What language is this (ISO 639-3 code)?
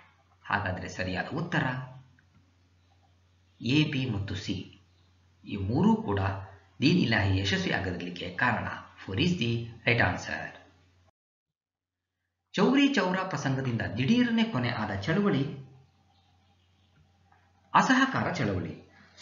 kan